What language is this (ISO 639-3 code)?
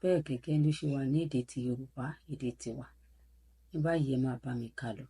yor